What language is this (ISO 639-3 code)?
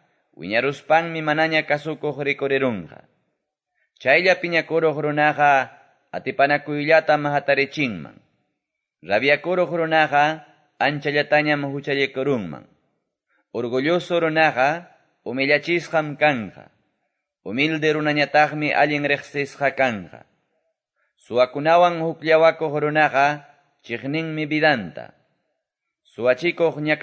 que